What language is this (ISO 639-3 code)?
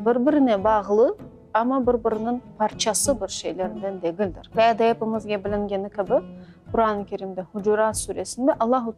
crh